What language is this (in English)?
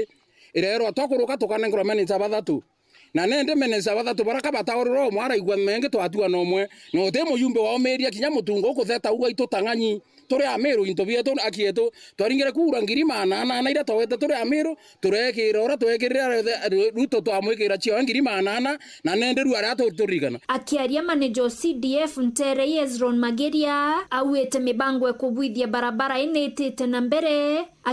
Meru